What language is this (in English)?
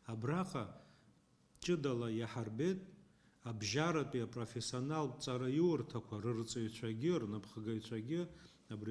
Abkhazian